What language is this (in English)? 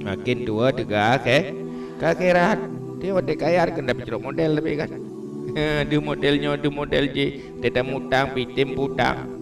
Achinese